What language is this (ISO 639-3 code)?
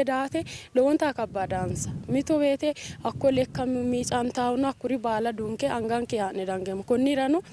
sid